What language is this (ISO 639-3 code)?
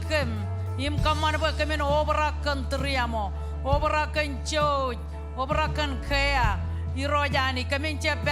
mah